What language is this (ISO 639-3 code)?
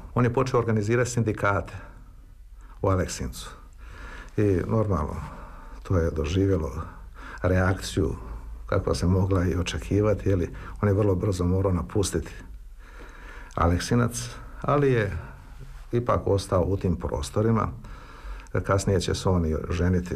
srp